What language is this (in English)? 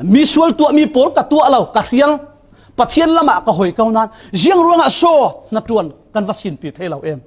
Falam Chin